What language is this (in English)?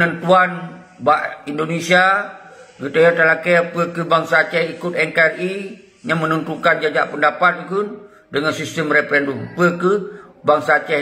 Achinese